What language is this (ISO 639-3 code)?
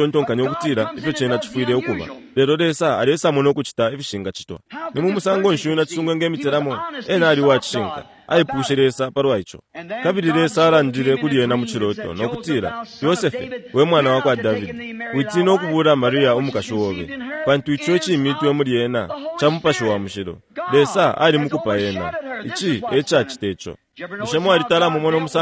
bem